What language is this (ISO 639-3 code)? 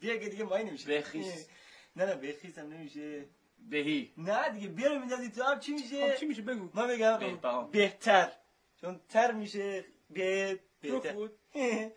glk